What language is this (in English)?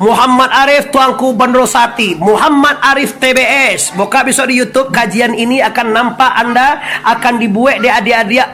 Minangkabau